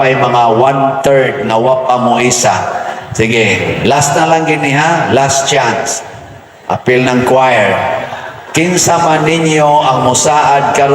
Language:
Cebuano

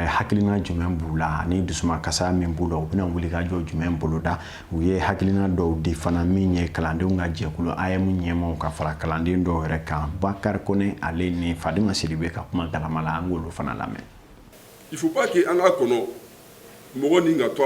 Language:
Bambara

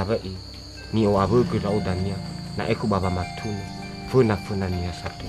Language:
Nias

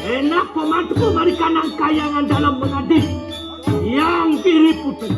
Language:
Balinese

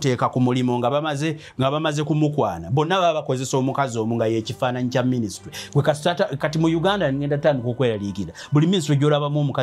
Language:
Ganda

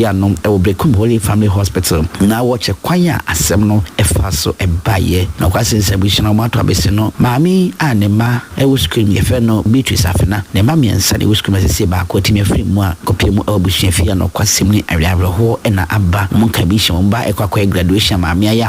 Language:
Akan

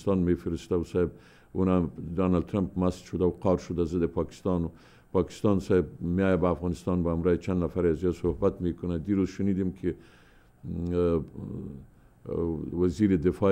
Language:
Persian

